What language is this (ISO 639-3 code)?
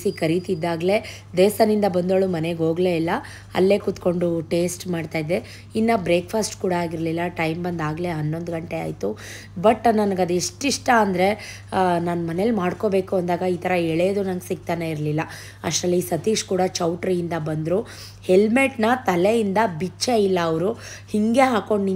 kan